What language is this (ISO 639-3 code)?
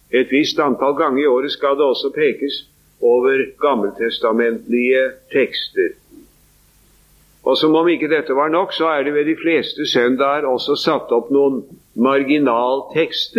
nor